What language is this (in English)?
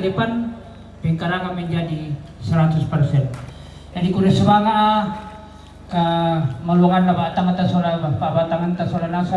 Toraja-Sa'dan